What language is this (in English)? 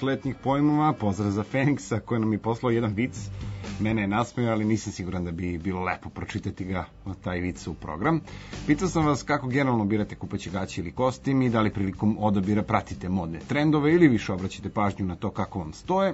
Serbian